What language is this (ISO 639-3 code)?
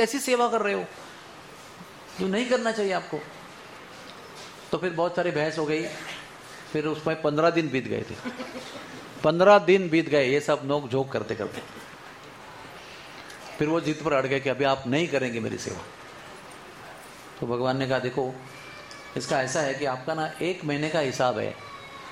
hin